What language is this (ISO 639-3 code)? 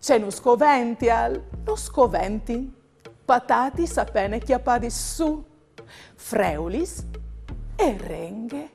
fur